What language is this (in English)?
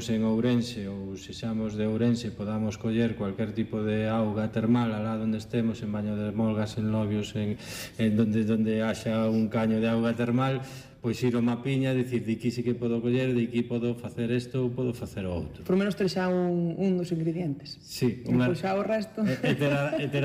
Galician